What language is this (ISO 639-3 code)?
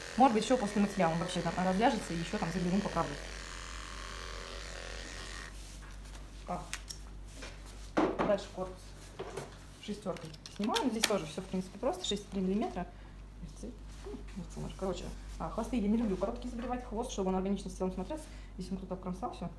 rus